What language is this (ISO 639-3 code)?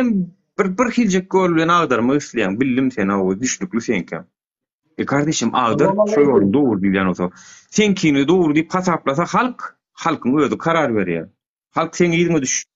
tuk